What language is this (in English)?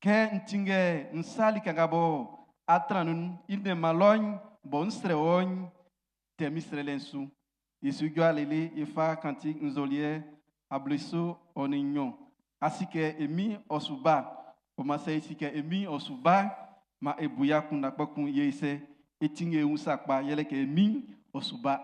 Baoulé